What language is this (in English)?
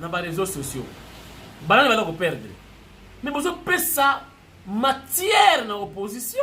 Lingala